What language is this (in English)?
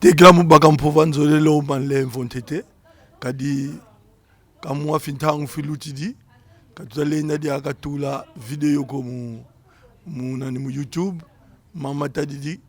Kongo